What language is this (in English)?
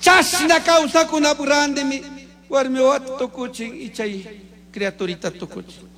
Chimborazo Highland Quichua